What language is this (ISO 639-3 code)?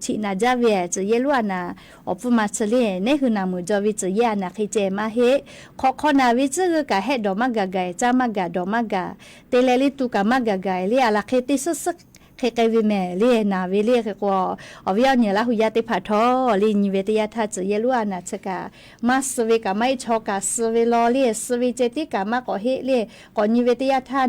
lhu